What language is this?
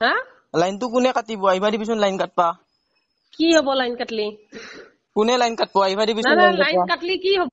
Assamese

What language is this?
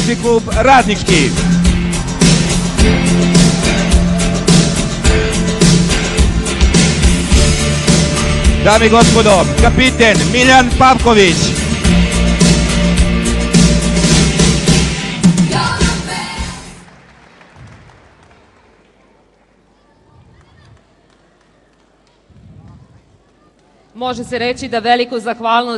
Serbian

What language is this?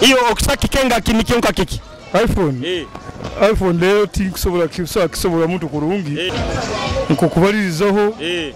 Nyoro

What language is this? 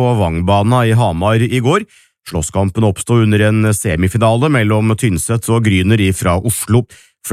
Norwegian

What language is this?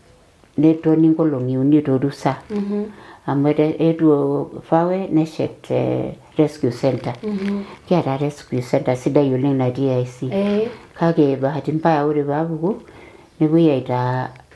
Masai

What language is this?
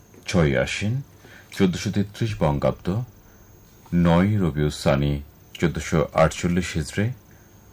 Bangla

